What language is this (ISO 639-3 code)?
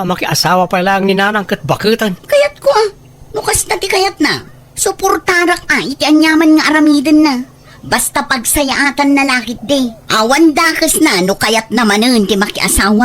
ilo